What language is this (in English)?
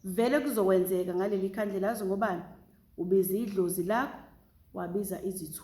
Zulu